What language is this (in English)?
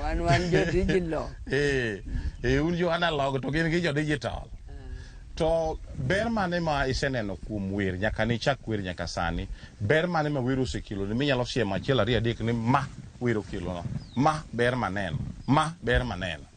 Luo (Kenya and Tanzania)